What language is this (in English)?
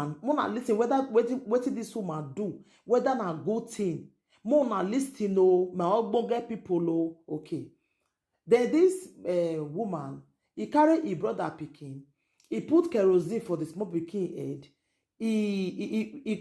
Nigerian Pidgin